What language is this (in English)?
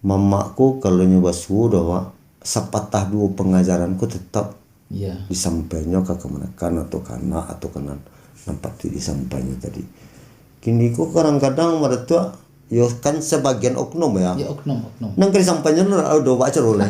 Minangkabau